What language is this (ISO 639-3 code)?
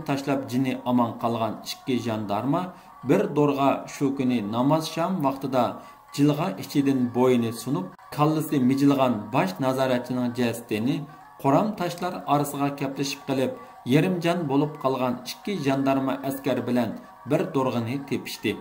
uig